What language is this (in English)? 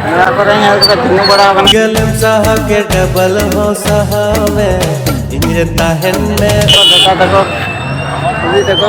Santali